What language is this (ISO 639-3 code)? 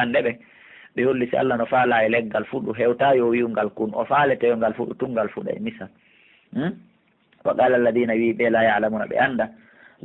fuf